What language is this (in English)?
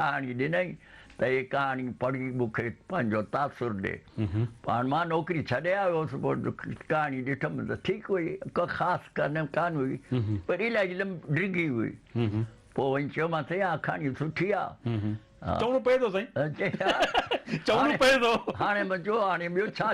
Sindhi